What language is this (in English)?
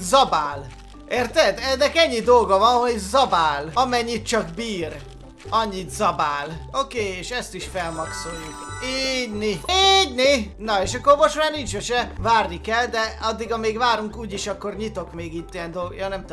Hungarian